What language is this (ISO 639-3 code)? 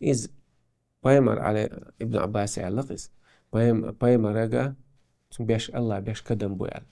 che